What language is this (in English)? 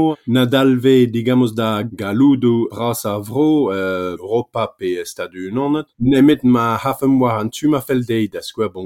Breton